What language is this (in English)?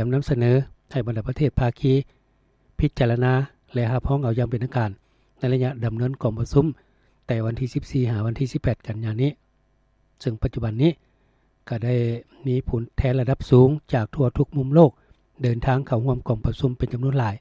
Lao